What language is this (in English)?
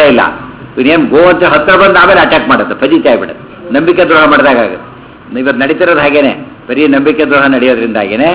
Kannada